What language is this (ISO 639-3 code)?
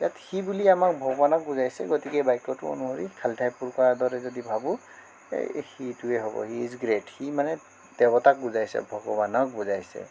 asm